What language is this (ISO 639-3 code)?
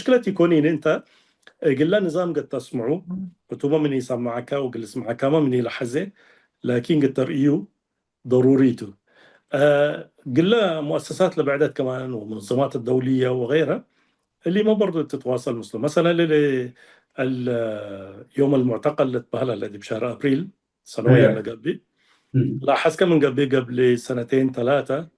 tig